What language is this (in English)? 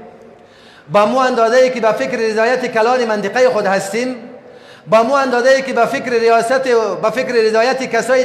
Persian